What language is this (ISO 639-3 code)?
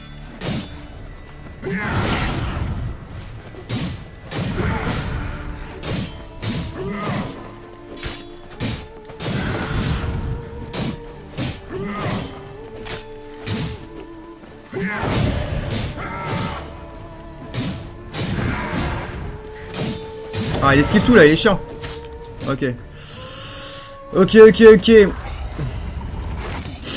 fra